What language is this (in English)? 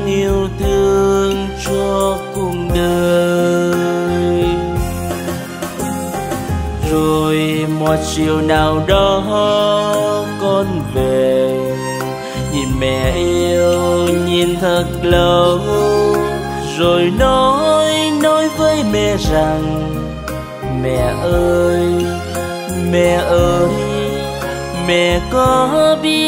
Vietnamese